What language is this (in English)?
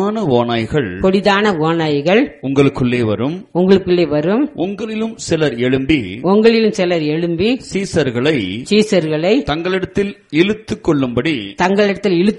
Tamil